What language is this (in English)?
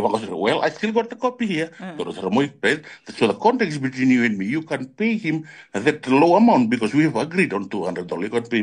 Fijian